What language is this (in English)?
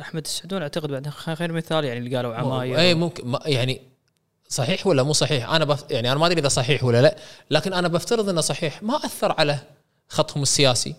Gulf Arabic